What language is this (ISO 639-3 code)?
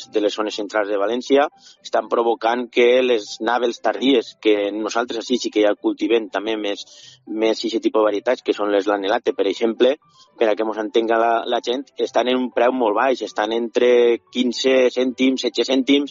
cat